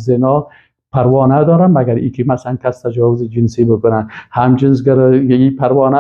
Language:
Persian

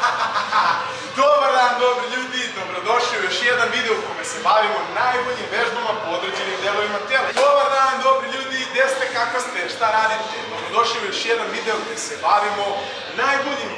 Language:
Serbian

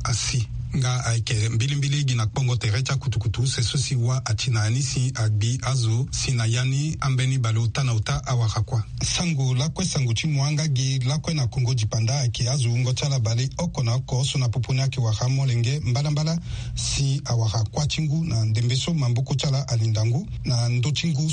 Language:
Sango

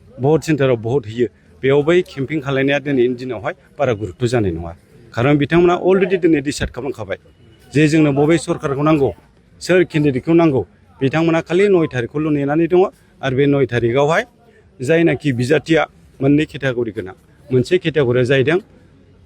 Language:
Bodo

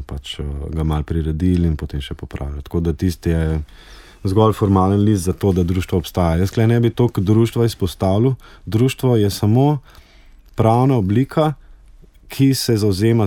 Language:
Slovenian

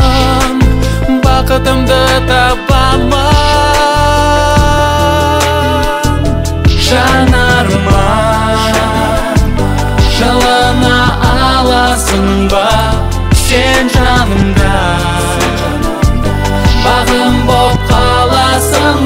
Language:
Kazakh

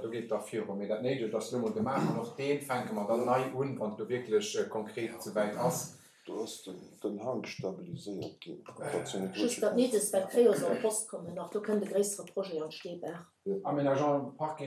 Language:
Luxembourgish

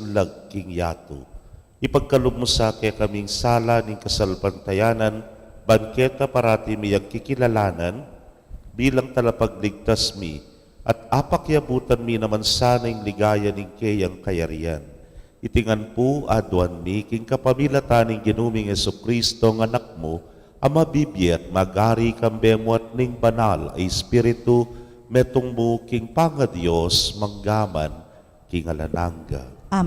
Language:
Pampanga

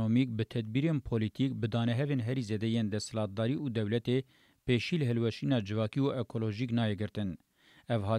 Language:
Kurdish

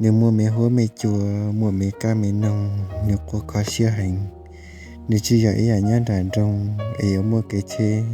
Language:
Hmong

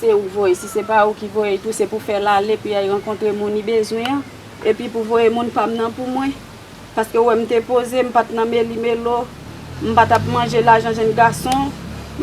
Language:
Haitian Creole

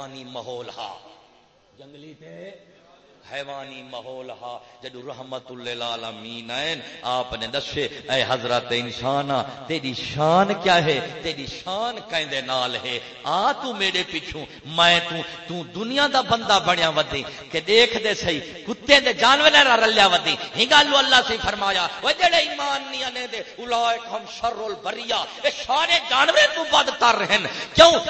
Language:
Saraiki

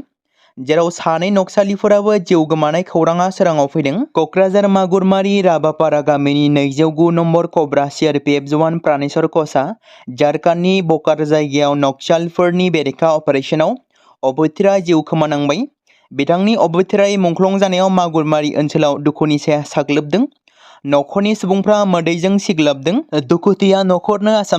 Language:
Bodo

